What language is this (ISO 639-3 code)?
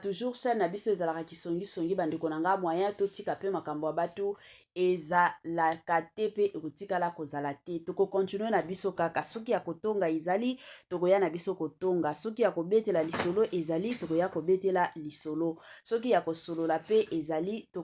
lin